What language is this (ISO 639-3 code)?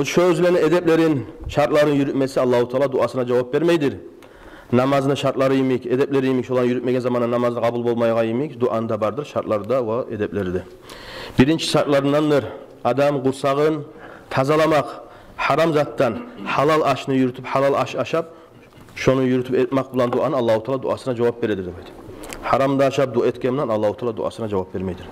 kum